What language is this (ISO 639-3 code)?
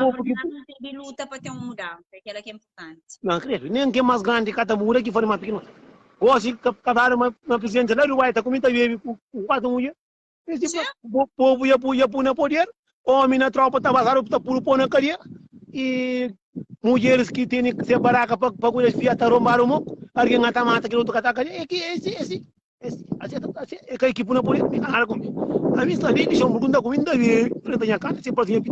kea